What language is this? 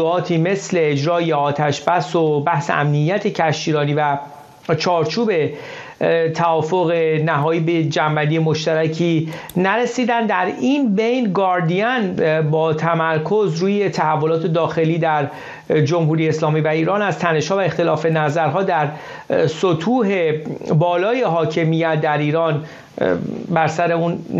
Persian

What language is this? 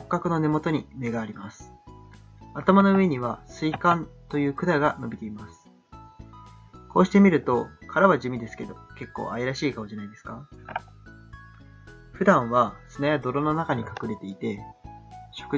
Japanese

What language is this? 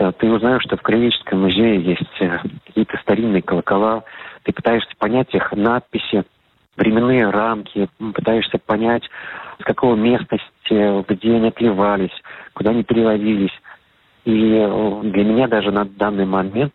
Russian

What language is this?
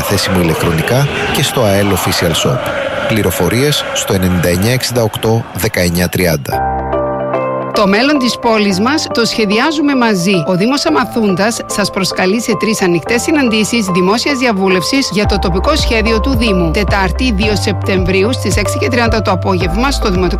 Greek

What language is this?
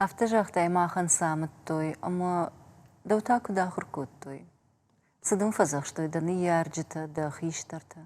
Ossetic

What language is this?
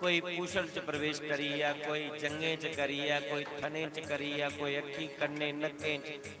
Dogri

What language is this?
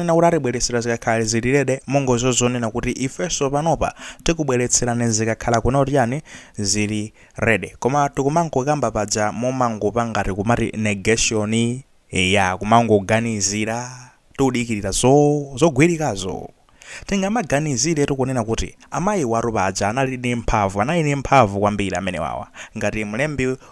Nyanja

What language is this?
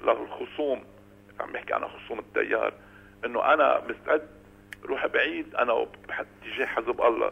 North Levantine Arabic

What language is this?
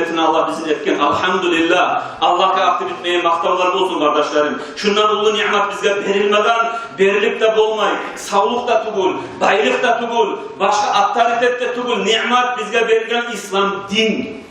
Kumyk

